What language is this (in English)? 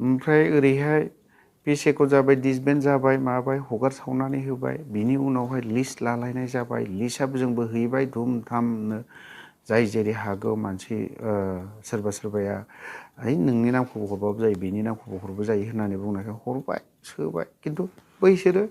Bodo